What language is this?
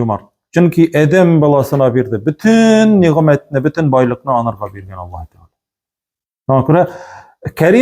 Tatar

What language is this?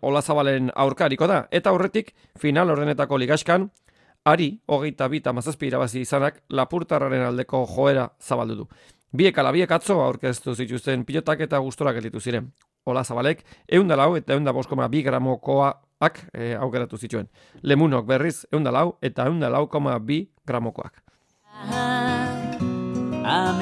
Basque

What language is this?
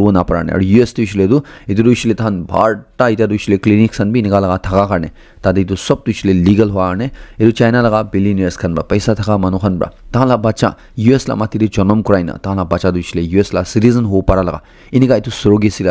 Naga Pidgin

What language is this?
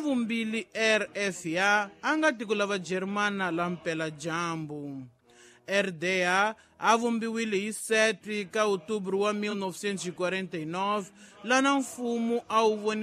Tsonga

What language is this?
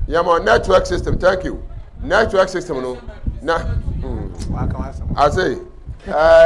Akan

